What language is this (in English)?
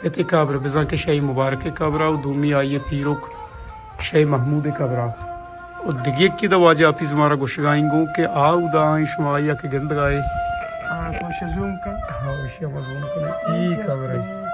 Baluchi